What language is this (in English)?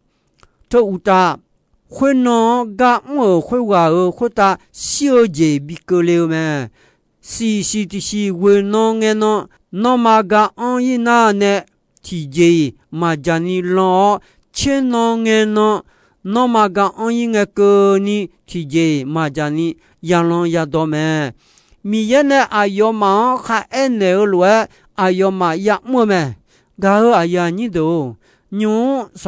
Akha